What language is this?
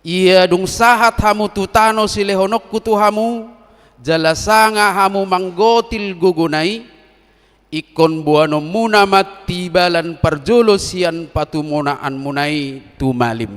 Batak Toba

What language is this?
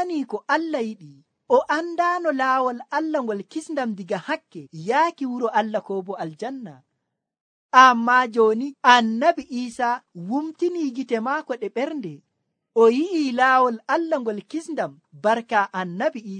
Nigerian Fulfulde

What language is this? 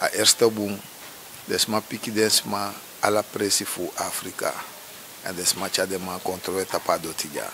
Sranan Tongo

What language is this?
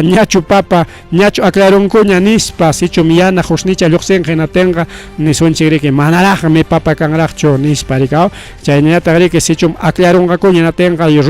Ayacucho Quechua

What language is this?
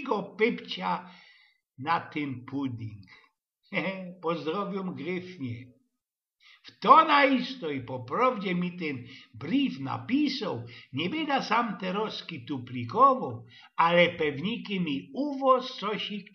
Silesian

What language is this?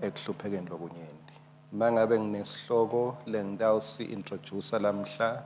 Swati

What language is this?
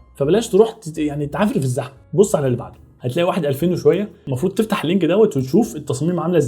Egyptian Arabic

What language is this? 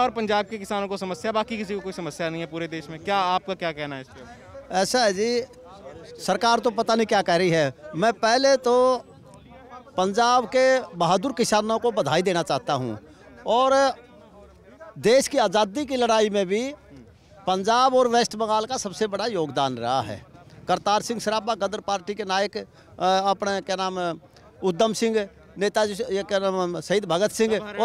Hindi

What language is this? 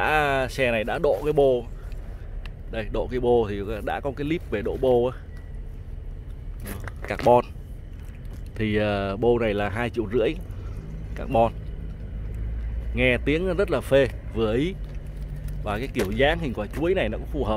Vietnamese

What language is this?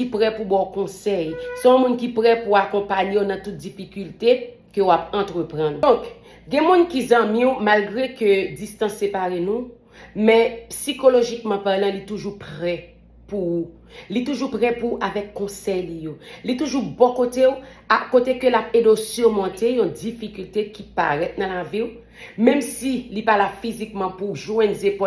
Haitian Creole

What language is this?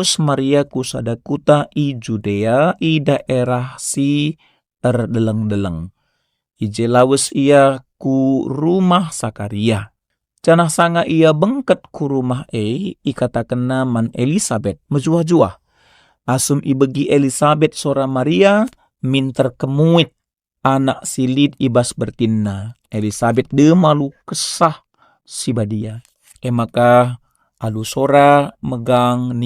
Batak Karo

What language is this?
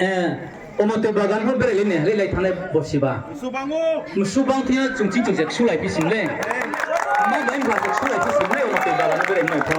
Riang (India)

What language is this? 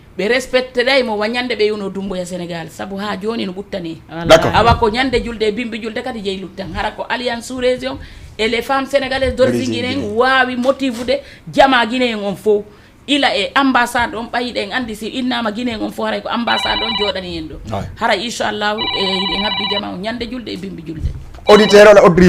Fula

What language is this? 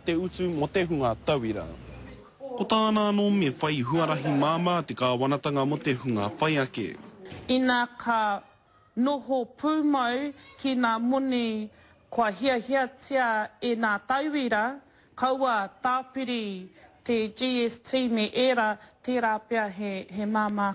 Māori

